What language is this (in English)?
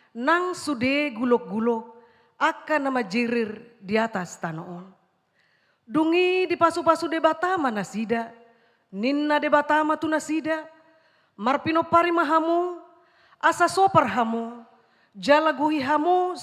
Batak Toba